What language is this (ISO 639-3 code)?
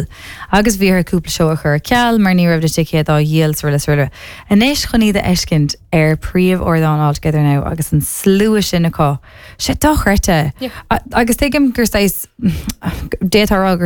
gle